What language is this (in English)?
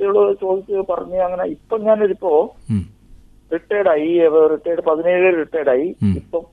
Malayalam